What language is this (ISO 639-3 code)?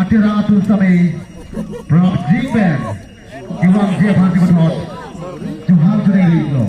mjw